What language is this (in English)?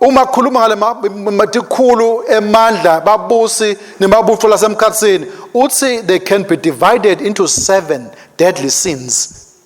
Swati